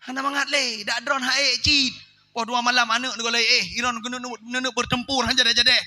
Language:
Achinese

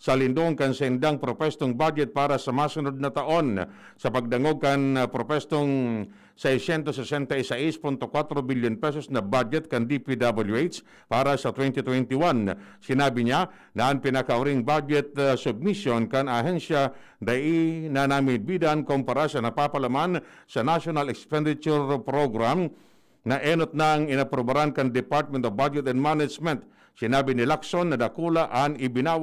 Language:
Bikol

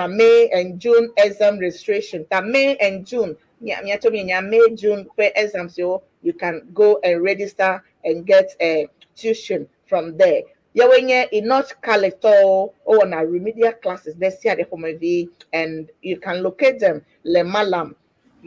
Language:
Ewe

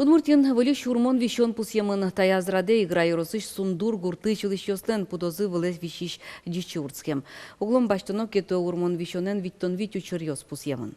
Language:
Udmurt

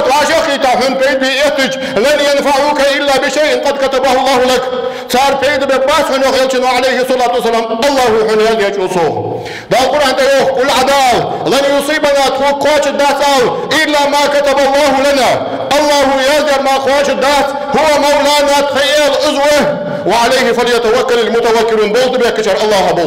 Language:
Ingush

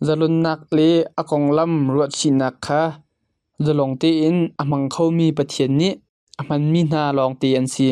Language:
Hakha Chin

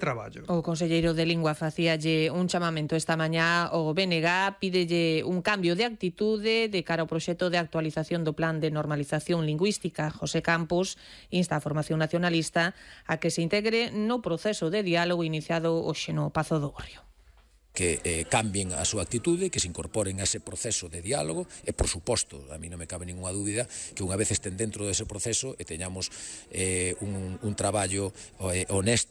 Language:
Galician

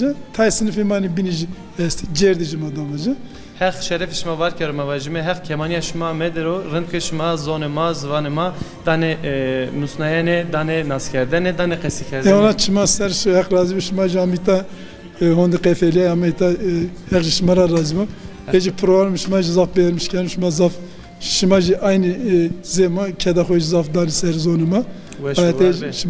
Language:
Zaza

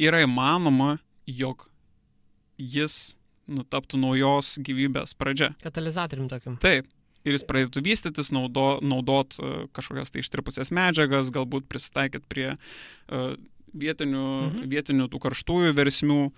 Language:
Lithuanian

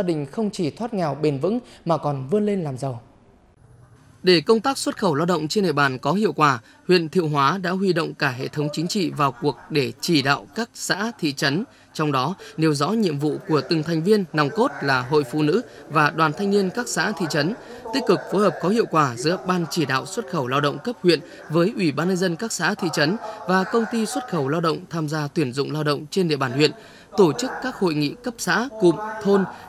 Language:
Vietnamese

